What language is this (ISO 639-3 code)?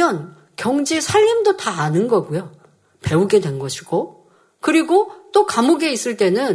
kor